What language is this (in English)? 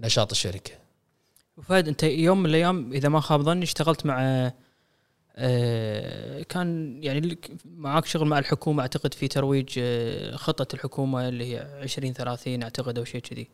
Gulf Arabic